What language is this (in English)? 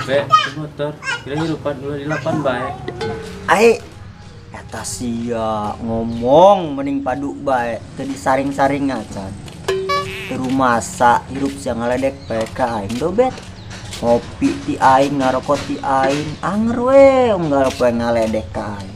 Sundanese